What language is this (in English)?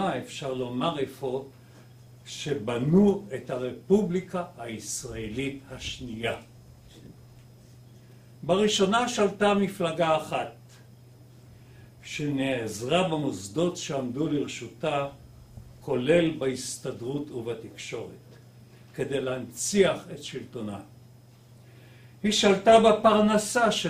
Hebrew